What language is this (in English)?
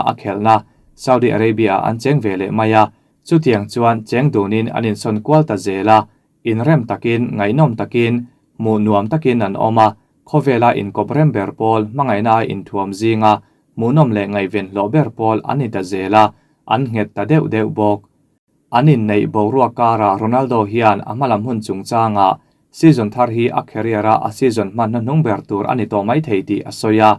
Mizo